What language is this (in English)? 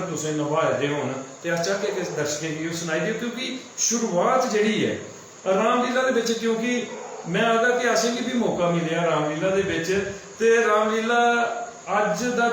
Dogri